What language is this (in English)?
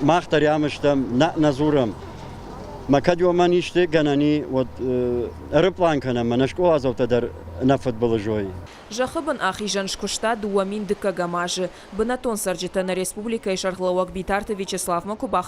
Ossetic